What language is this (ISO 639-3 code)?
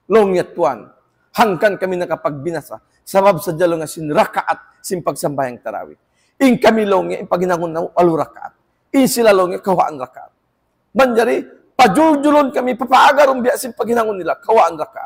tsg